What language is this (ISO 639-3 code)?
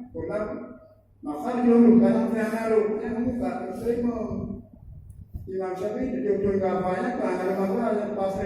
ace